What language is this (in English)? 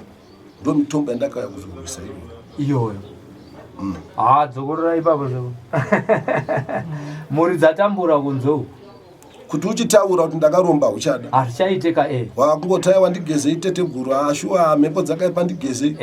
Shona